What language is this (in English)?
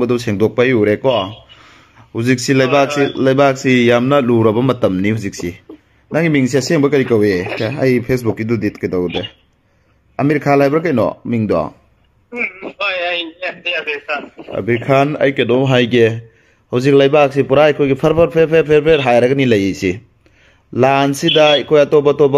Manipuri